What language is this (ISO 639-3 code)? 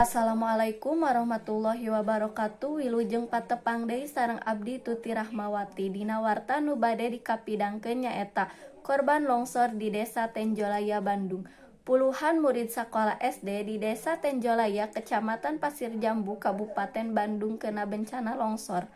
sun